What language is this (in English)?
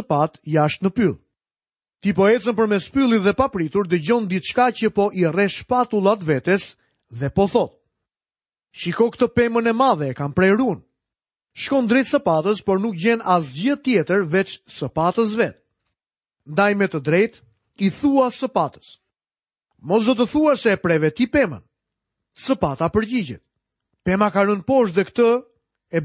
Albanian